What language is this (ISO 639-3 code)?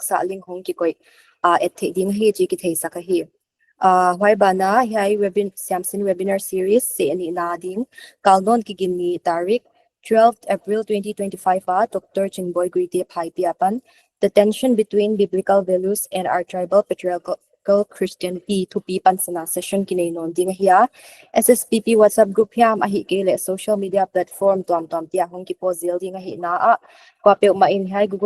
pck